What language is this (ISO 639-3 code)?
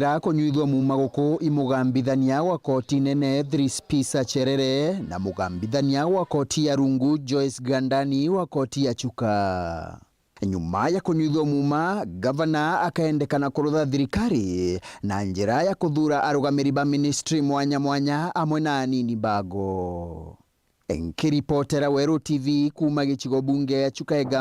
mer